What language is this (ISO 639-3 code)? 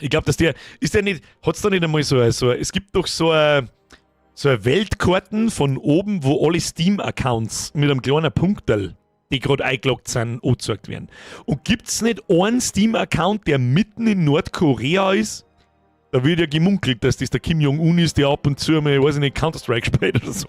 bar